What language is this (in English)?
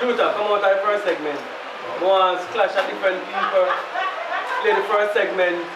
Jamaican Creole English